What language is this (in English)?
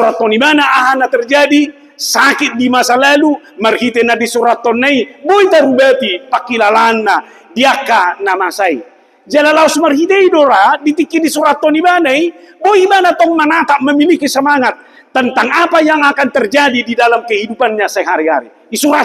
Batak Toba